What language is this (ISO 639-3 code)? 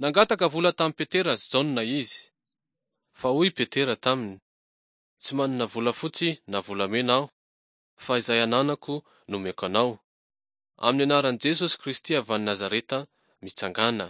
mlg